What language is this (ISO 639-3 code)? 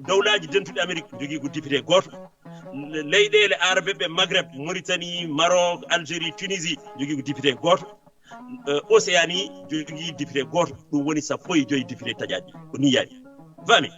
ful